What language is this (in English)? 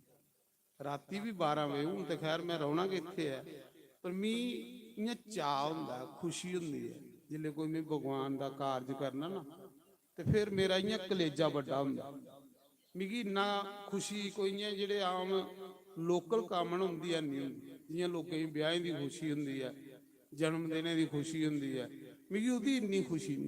Dogri